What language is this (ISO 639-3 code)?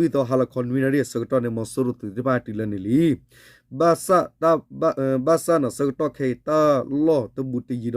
ksw